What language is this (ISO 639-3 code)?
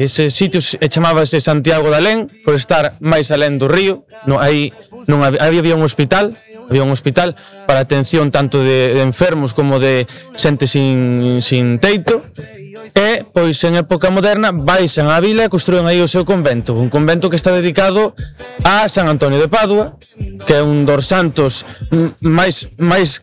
glg